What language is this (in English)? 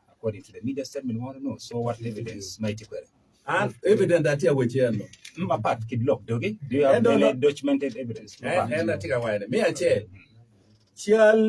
Acoli